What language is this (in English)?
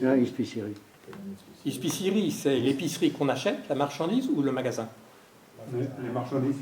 Breton